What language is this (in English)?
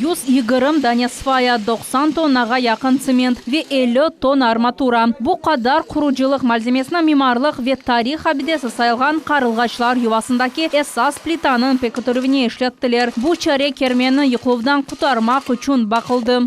Crimean Tatar